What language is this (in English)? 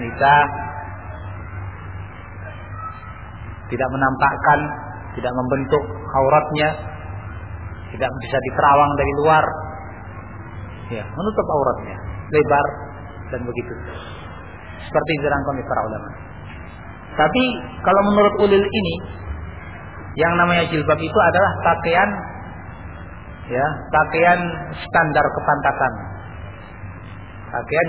Indonesian